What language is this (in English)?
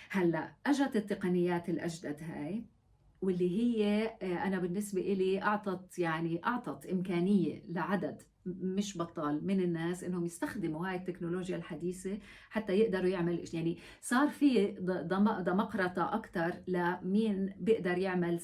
North Levantine Arabic